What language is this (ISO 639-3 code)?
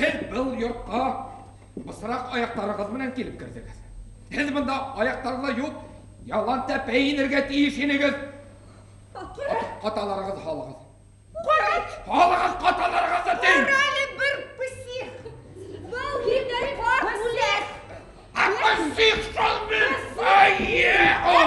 bak